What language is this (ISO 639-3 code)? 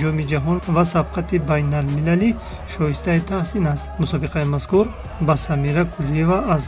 tgk